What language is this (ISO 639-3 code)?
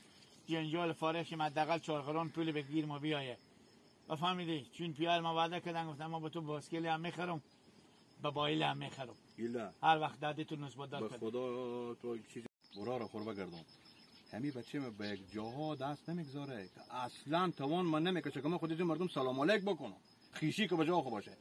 haz